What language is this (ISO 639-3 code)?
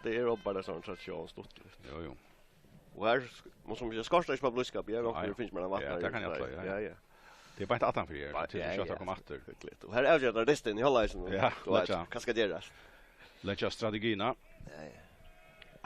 fao